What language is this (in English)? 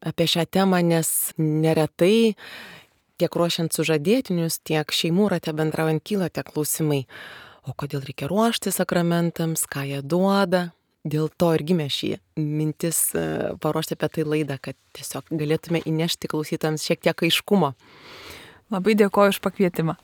Lithuanian